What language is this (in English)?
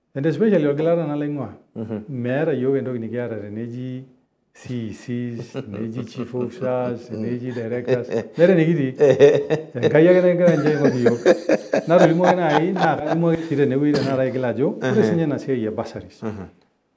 Masai